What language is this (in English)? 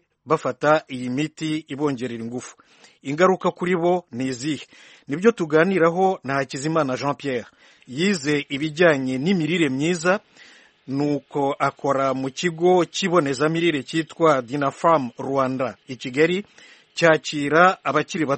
Kinyarwanda